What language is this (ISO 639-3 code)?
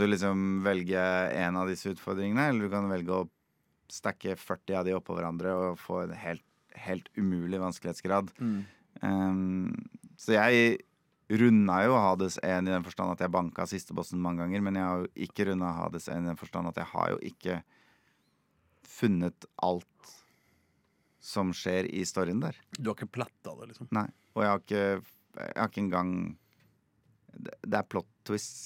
nor